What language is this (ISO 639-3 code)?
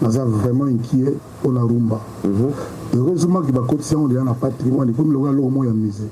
lin